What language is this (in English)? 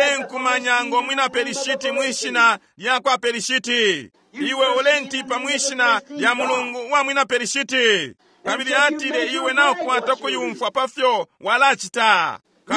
Bemba